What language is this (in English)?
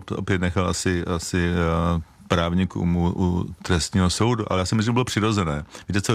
Czech